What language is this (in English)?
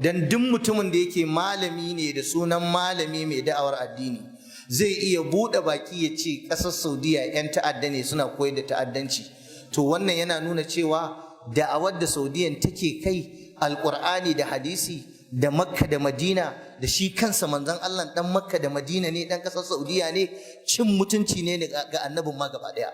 Hausa